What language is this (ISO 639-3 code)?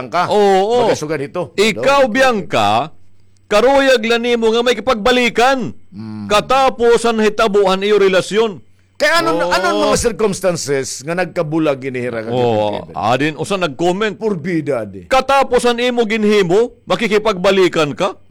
war